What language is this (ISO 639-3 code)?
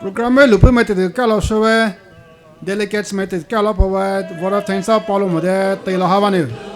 pmx